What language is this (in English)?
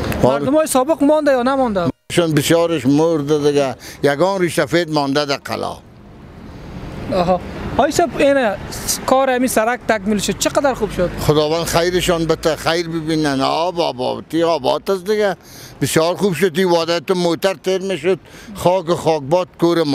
Persian